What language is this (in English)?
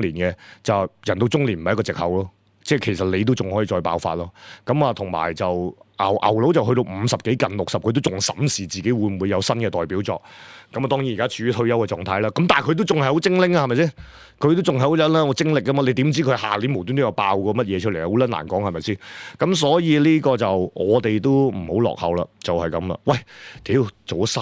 Cantonese